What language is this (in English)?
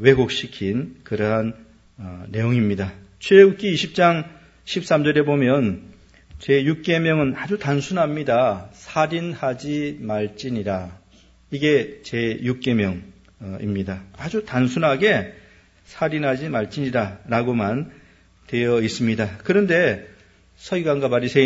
Korean